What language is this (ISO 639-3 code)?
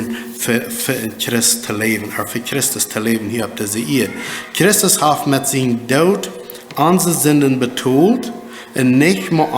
pdt